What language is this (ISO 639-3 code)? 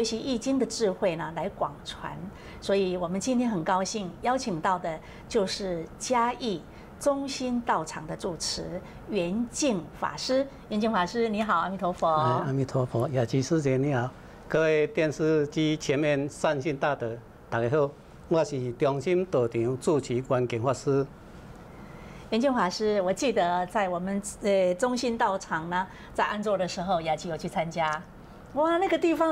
zho